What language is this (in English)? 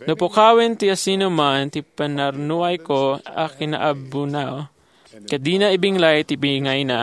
Iloko